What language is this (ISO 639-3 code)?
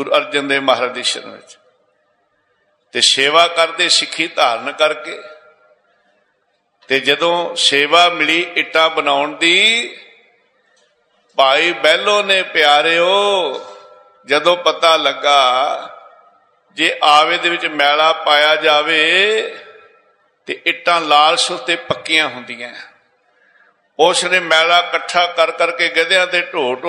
pan